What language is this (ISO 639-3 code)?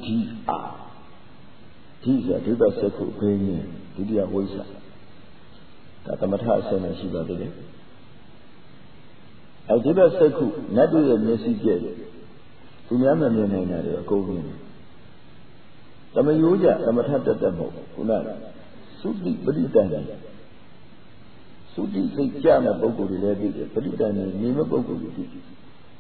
mya